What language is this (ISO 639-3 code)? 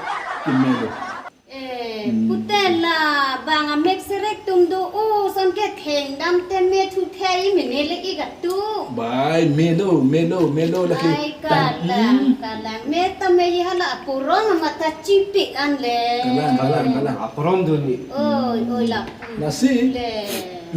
mjw